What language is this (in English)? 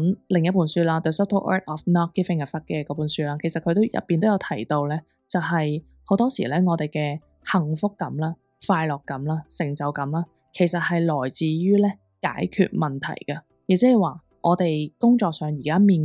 Cantonese